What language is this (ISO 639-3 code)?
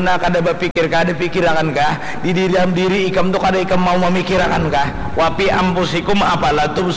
bjn